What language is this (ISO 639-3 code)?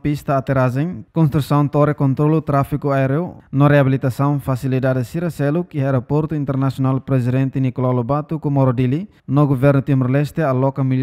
tet